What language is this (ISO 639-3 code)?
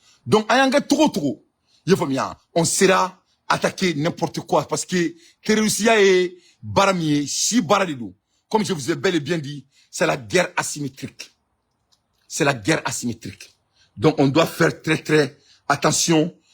bam